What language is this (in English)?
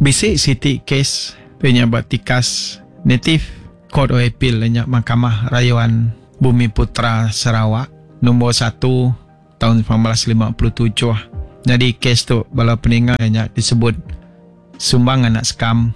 Iban